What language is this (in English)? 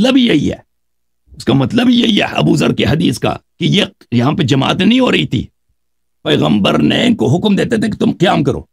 Urdu